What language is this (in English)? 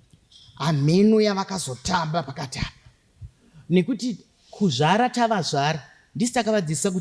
Shona